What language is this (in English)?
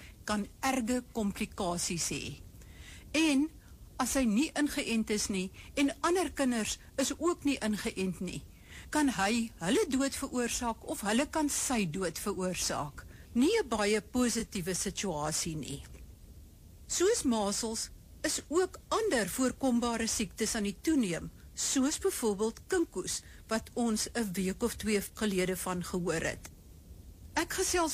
Afrikaans